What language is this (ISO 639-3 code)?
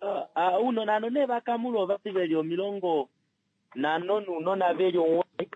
kua